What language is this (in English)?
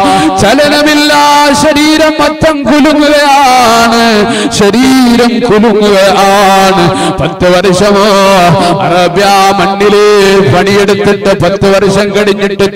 Malayalam